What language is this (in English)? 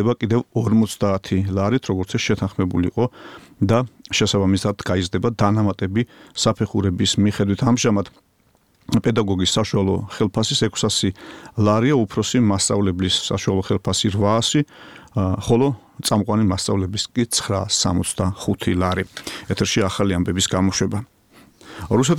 Georgian